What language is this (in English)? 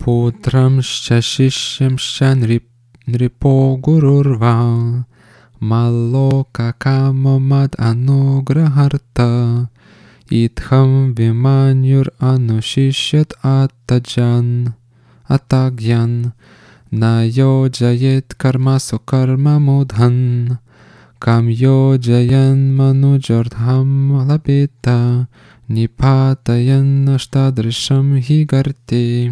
Lithuanian